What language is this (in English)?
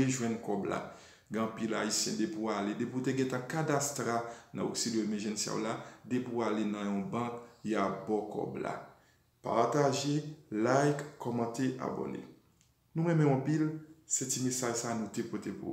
Haitian Creole